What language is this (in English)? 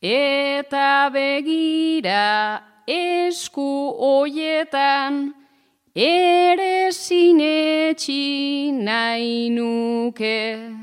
Basque